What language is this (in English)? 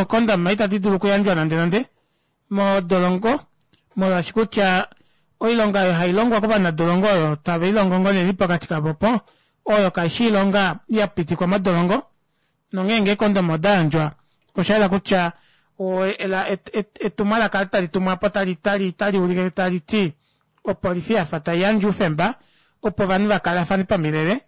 Kuanyama